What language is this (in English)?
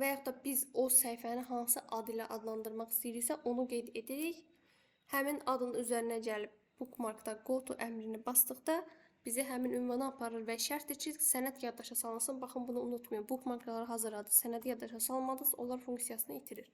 Azerbaijani